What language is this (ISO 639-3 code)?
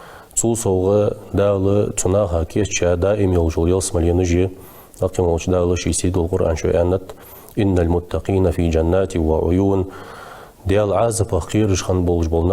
inh